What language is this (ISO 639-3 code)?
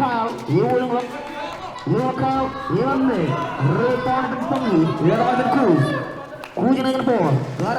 mah